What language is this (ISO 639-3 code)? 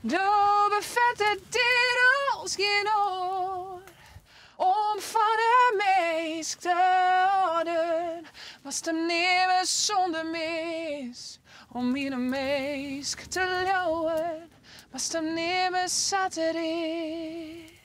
fry